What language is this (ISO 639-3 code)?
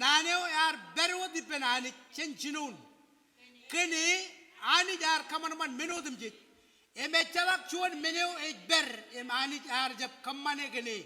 mah